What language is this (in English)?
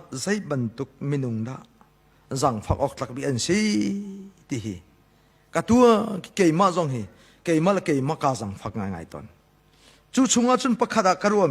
Hakha Chin